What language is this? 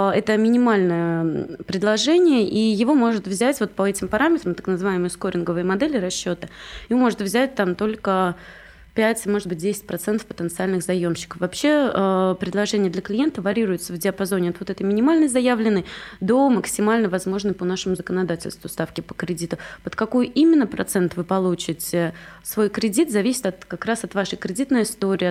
Russian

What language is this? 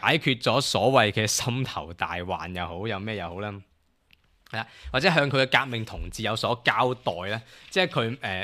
Cantonese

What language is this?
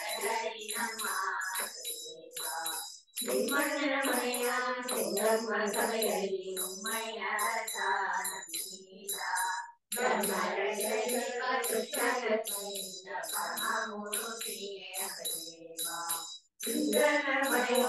Kannada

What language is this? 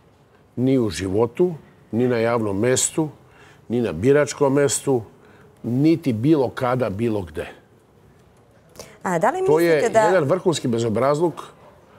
Serbian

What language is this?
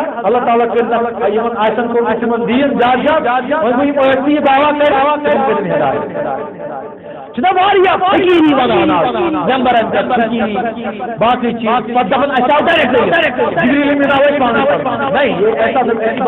Kashmiri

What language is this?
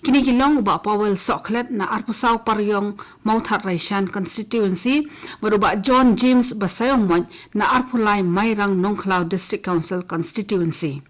Khasi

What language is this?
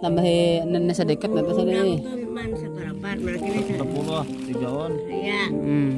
Banjar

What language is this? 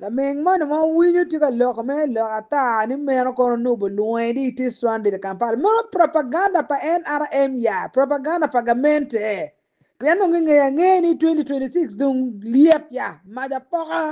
Acoli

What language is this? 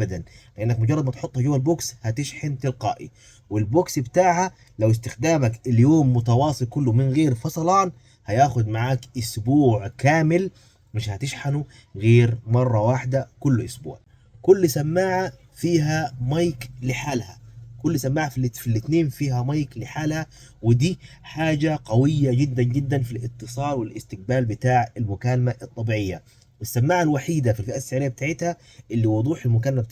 Egyptian Arabic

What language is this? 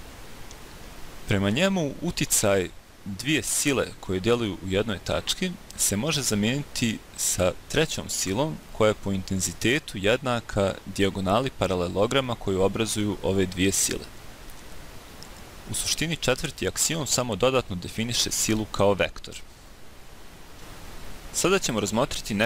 Bosnian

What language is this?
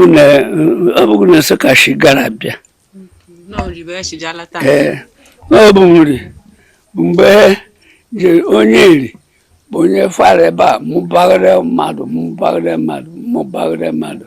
Igbo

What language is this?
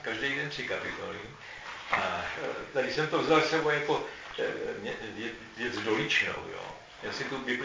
Czech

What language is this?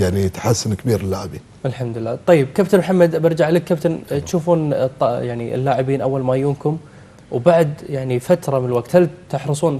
Gulf Arabic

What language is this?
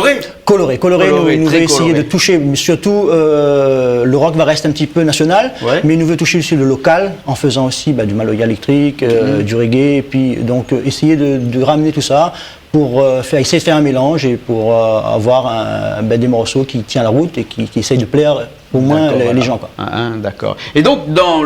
Réunion Creole French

